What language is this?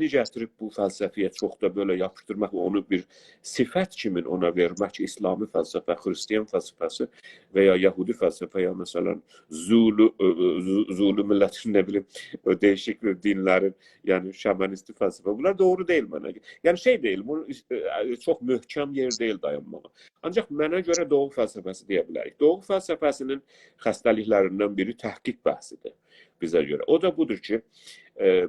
South Azerbaijani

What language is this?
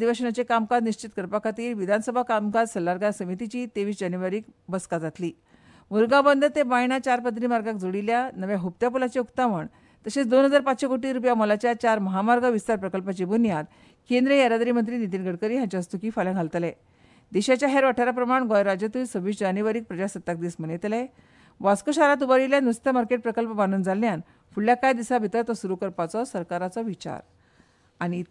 Konkani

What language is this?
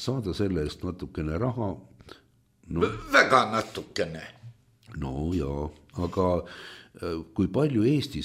Estonian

